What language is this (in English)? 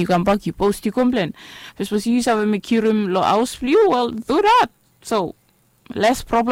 Bislama